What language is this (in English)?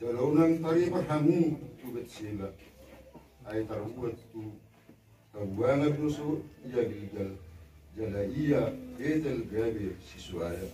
Batak Toba